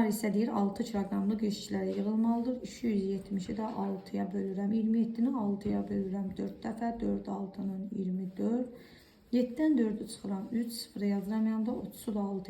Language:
Azerbaijani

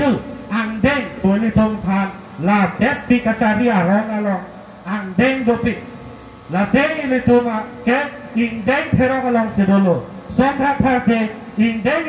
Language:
Karbi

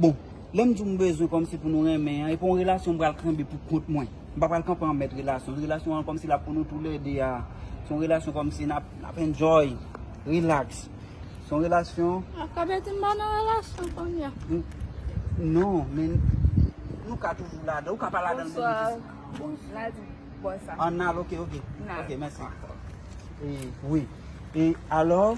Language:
Haitian Creole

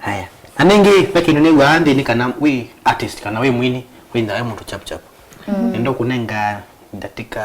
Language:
Kamba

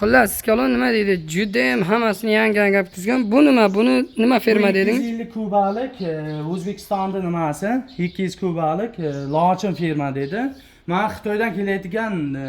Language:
Uzbek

